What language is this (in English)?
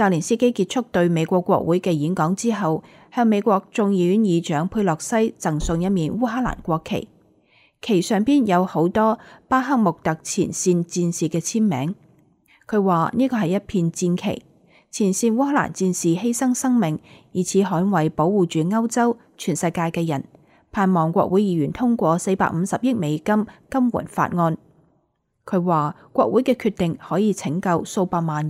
Cantonese